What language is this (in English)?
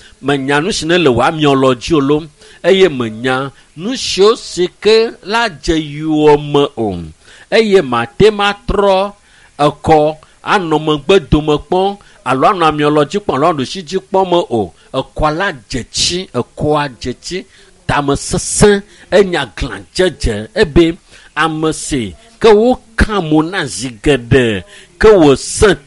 Ewe